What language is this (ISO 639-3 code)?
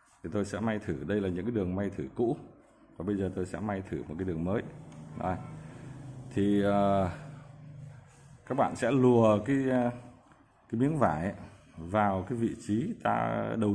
vie